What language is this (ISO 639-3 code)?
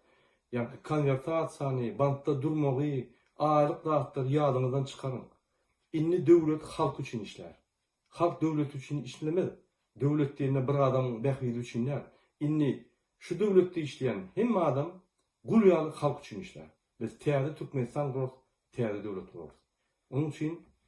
tuk